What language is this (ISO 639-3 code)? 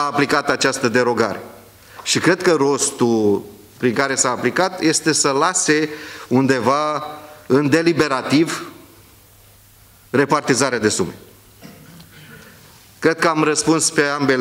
ron